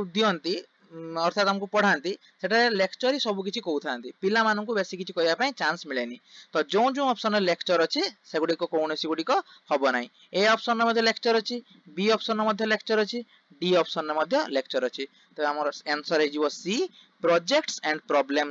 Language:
Odia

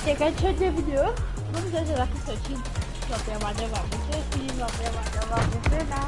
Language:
Morisyen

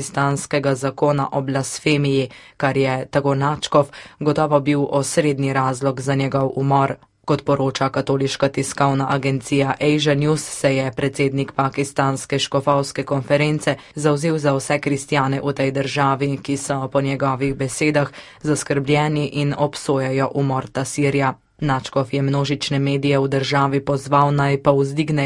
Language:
Slovenian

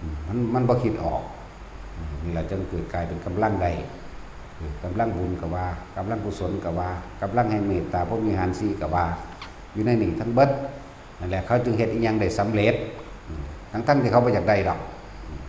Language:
Northeastern Thai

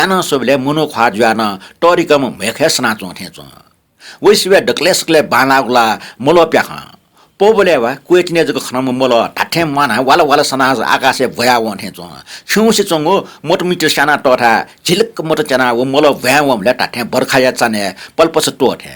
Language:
Newari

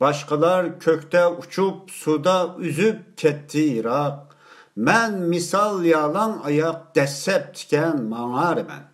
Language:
Uyghur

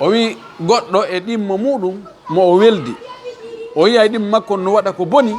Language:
Fula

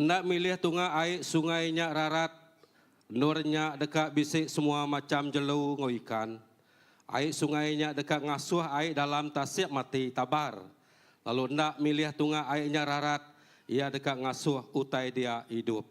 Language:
Iban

